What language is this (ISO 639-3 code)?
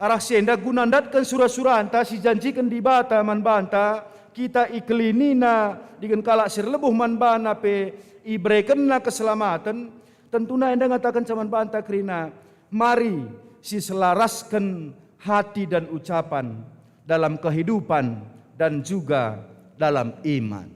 btx